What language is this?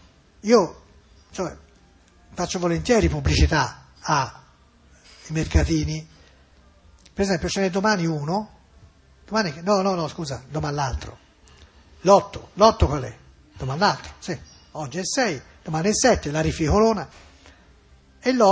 Italian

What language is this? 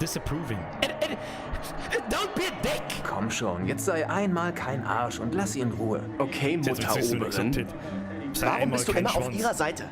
Bavarian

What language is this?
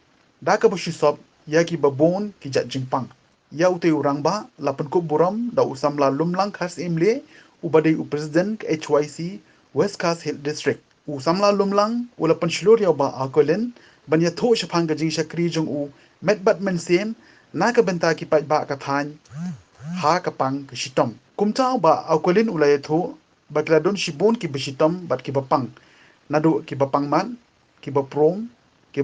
Khasi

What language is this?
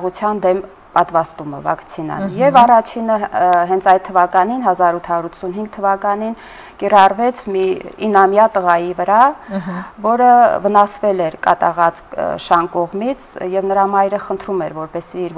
Armenian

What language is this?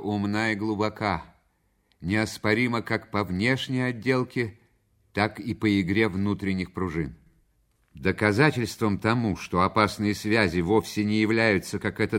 Russian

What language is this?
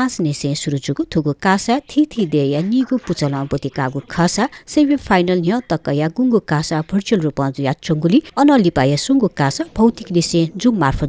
Newari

